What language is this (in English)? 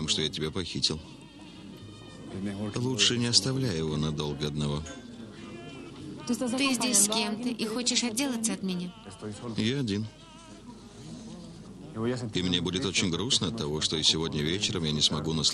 Russian